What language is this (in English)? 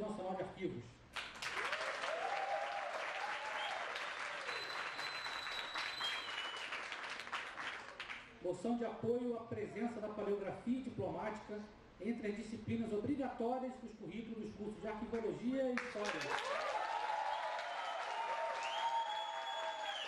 Portuguese